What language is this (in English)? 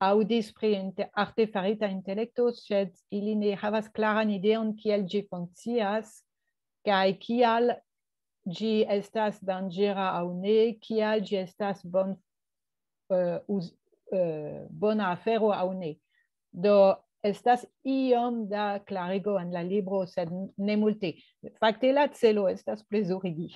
Esperanto